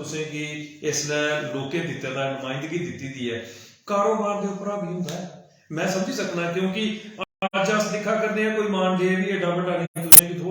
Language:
Dogri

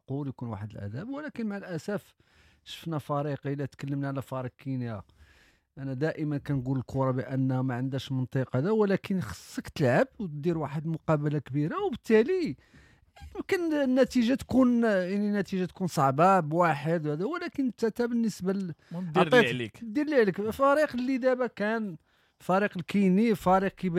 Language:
Moroccan Arabic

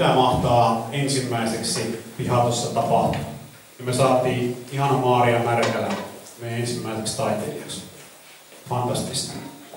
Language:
Finnish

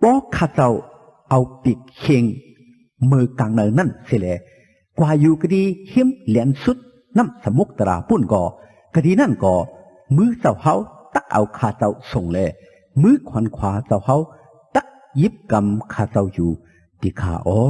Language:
Shan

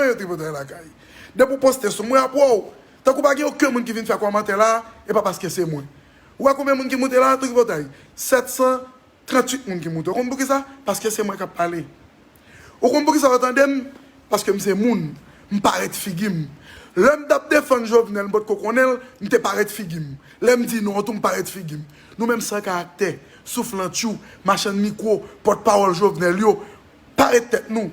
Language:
Haitian Creole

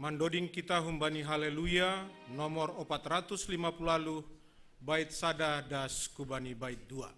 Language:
Batak Simalungun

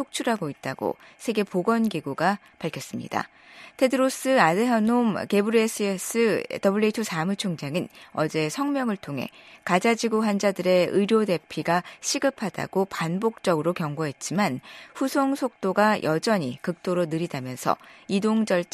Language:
Korean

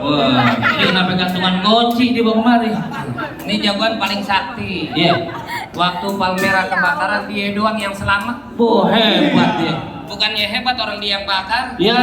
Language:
Betawi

